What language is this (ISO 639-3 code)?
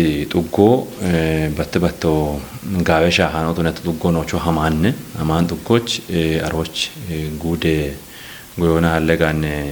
kbr